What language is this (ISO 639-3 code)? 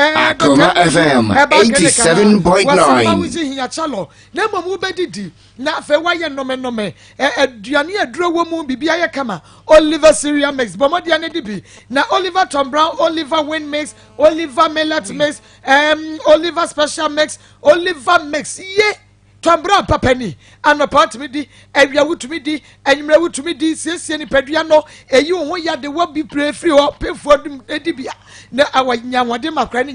aka